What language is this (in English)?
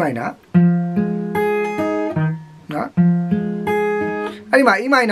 Burmese